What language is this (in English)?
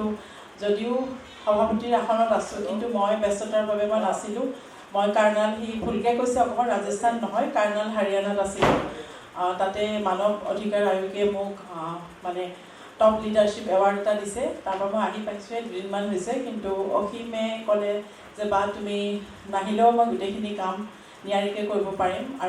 Assamese